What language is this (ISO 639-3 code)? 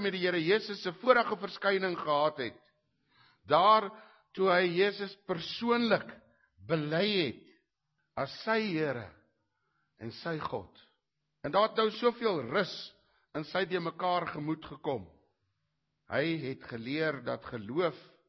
afr